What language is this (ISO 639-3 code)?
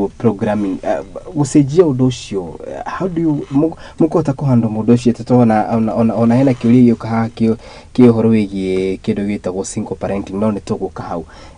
kik